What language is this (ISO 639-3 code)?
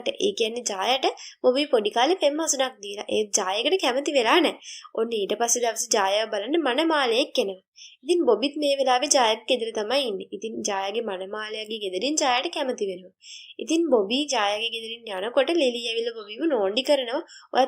sin